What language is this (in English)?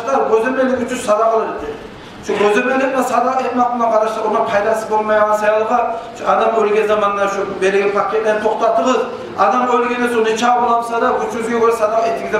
Kumyk